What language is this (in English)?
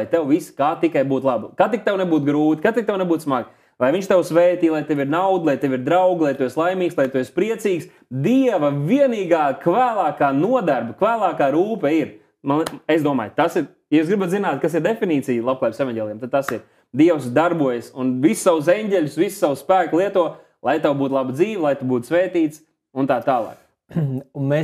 Latvian